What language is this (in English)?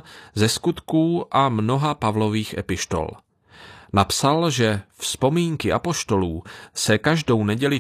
Czech